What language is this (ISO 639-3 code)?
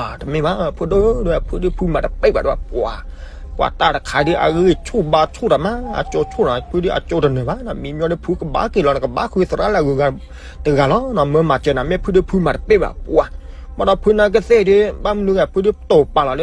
ksw